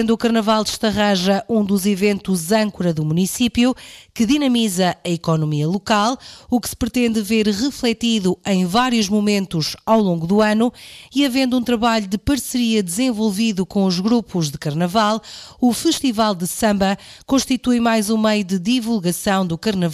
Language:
Portuguese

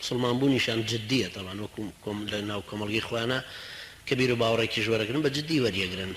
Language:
Central Kurdish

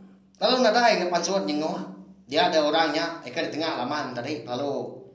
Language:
Iban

